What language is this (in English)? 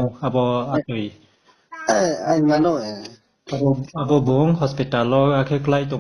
Riang (India)